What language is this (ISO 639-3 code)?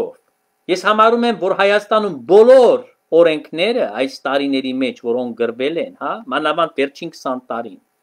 hye